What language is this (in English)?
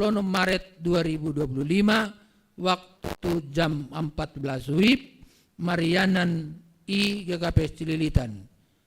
Batak Simalungun